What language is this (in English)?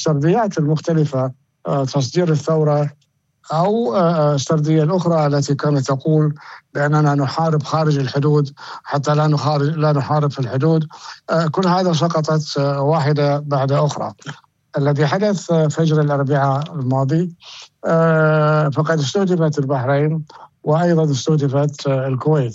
Arabic